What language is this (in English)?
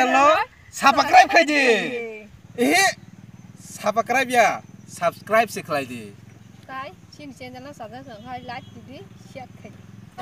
Kok Borok